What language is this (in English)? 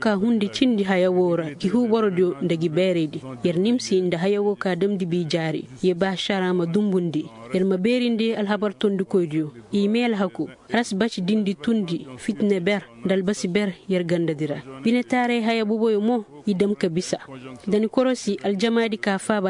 Koyraboro Senni